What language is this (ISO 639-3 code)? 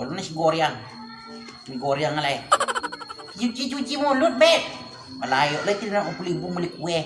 min